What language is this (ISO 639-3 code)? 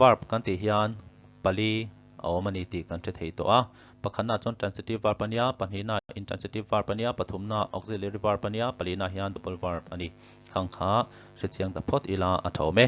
lus